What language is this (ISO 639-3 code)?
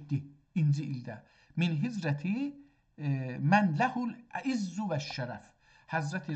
azb